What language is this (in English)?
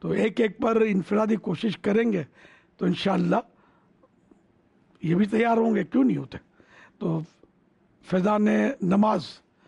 Urdu